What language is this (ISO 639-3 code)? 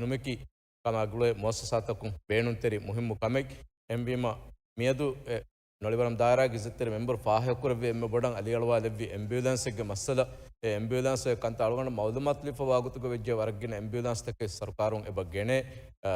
div